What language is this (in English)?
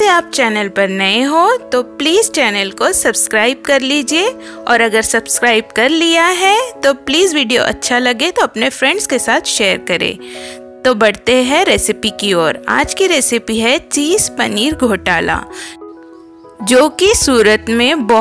Hindi